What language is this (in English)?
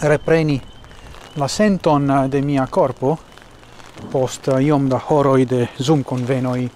Esperanto